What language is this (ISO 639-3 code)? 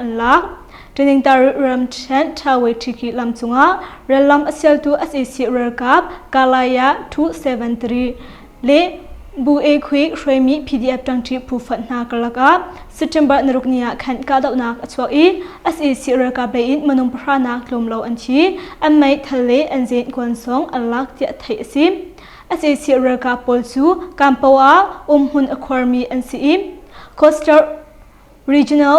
cnh